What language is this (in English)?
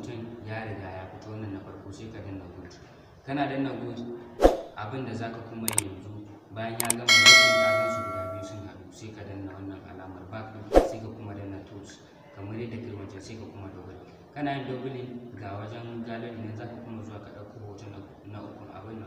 Hausa